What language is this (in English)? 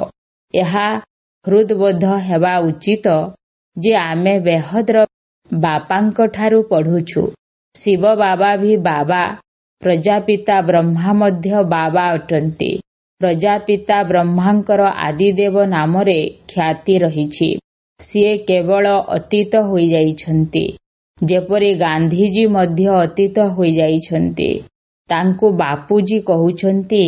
Odia